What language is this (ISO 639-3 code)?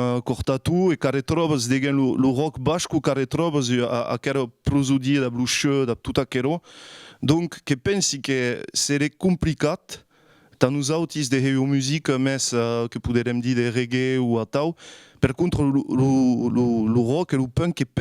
oci